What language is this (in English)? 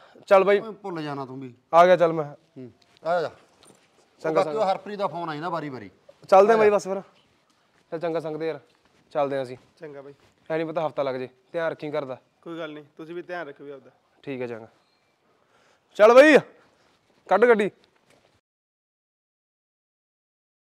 Punjabi